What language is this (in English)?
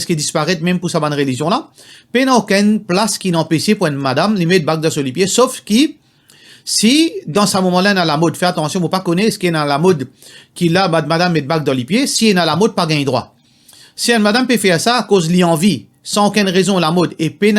Morisyen